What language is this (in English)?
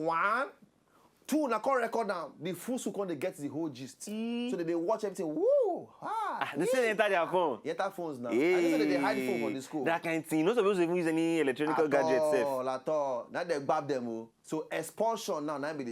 Nigerian Pidgin